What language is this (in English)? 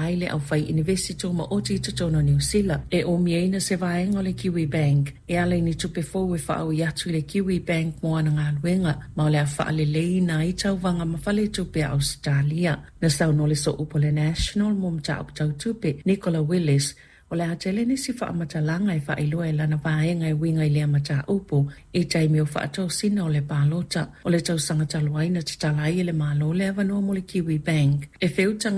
Samoan